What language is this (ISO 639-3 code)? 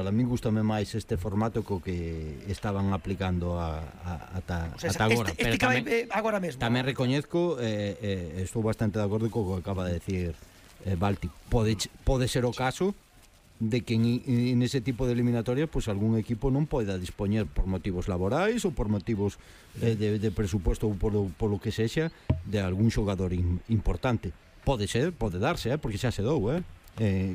glg